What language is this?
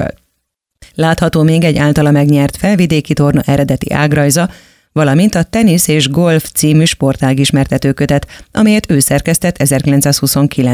Hungarian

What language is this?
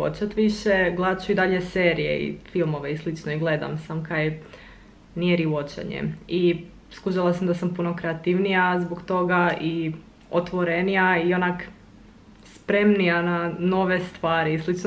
Croatian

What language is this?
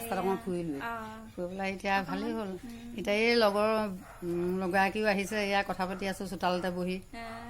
Assamese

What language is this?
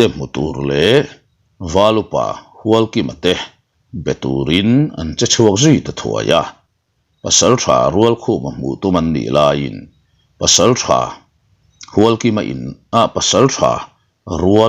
Mizo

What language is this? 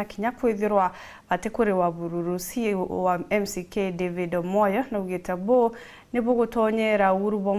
Meru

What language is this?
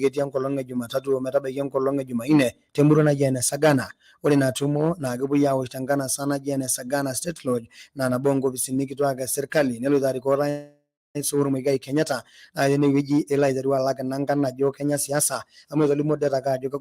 Masai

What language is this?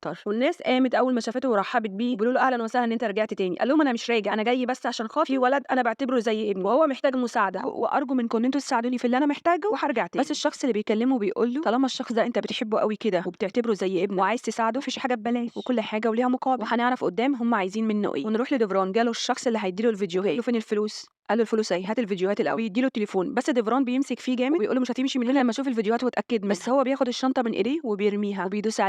Egyptian Arabic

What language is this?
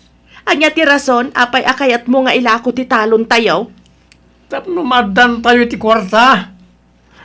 Iloko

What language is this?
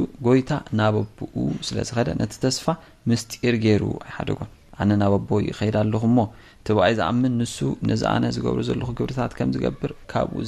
Tigrinya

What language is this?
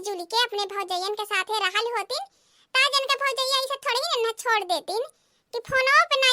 Awadhi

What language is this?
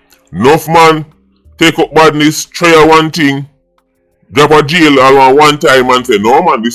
Jamaican Creole English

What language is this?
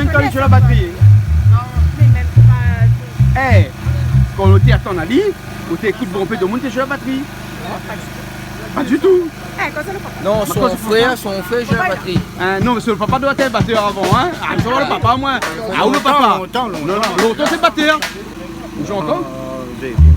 Réunion Creole French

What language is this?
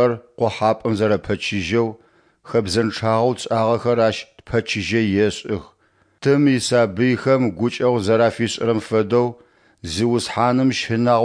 Adyghe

